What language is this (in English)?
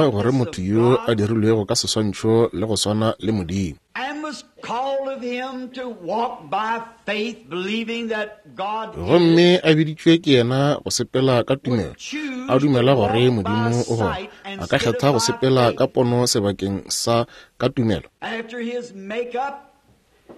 Northern Sotho